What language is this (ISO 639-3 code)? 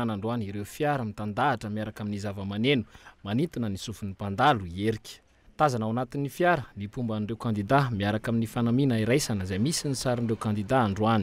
mlg